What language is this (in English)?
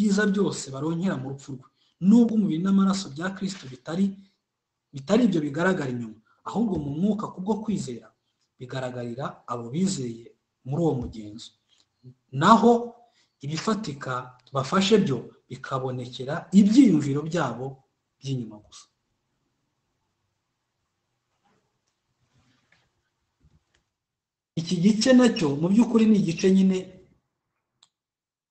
Kinyarwanda